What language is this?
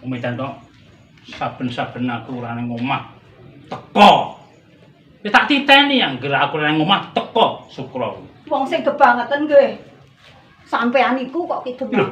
Javanese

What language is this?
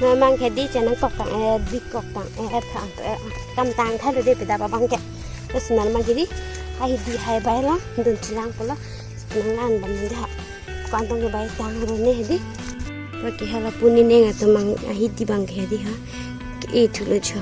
Karbi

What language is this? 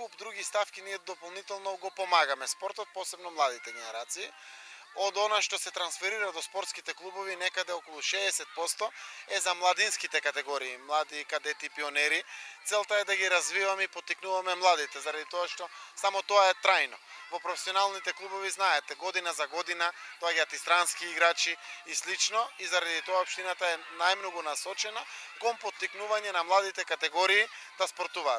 Macedonian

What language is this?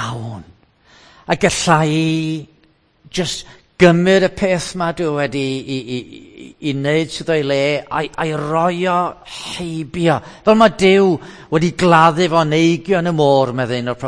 Welsh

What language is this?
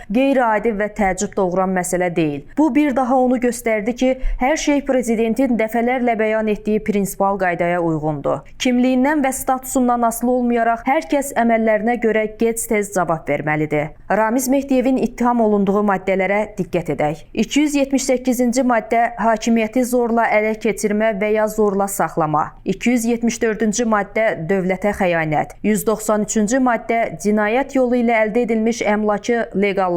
Azerbaijani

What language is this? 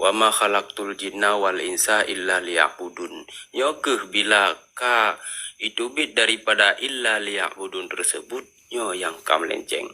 Achinese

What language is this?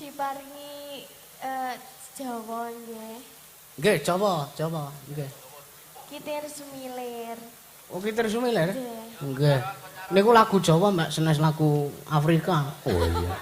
Javanese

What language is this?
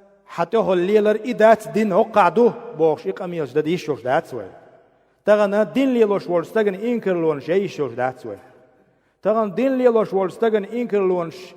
Chechen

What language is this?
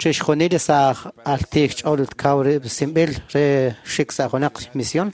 Kekchí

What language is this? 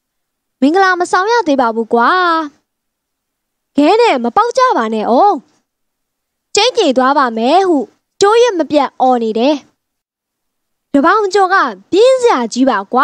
Burmese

